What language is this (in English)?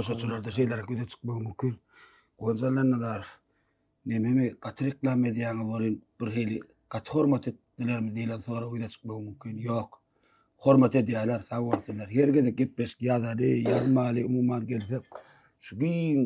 Turkmen